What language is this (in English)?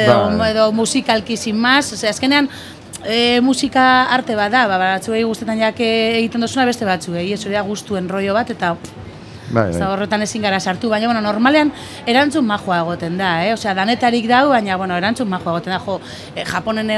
Basque